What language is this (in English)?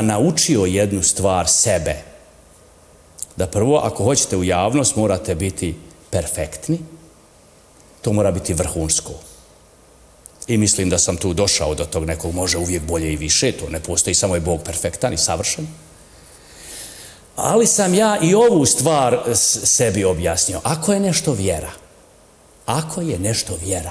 Bosnian